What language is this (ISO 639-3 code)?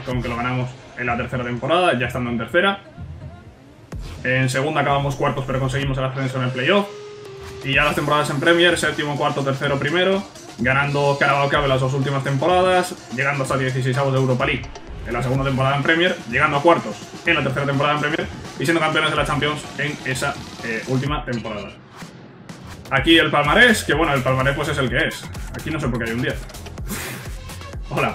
spa